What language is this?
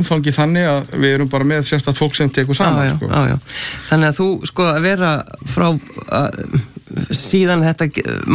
Icelandic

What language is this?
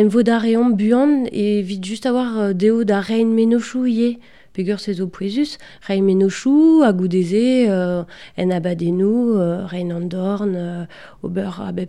Breton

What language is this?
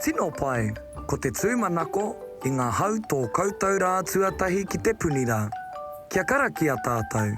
Māori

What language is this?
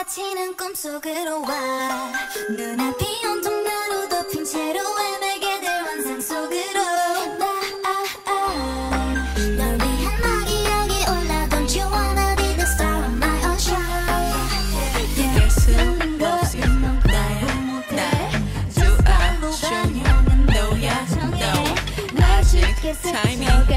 Korean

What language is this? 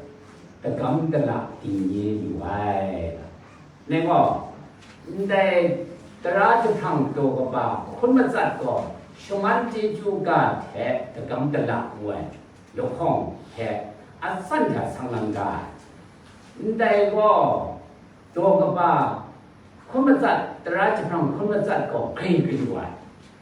Kachin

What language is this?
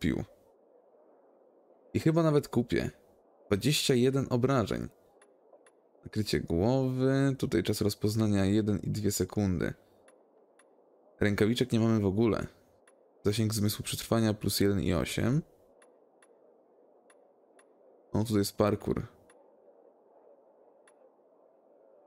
Polish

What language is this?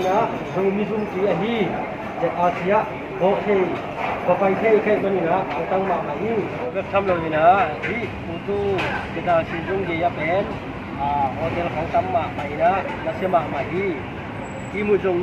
Tedim Chin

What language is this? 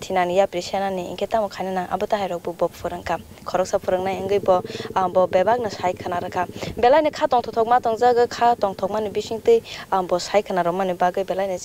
Kok Borok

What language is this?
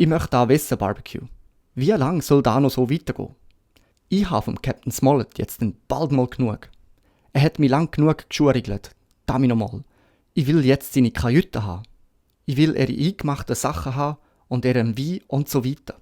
Swiss German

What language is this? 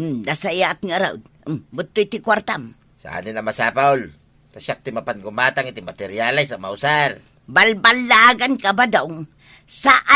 Iloko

